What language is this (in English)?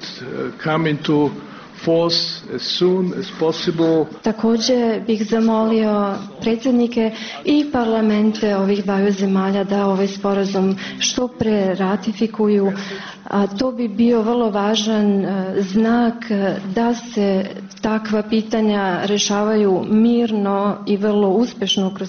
Serbian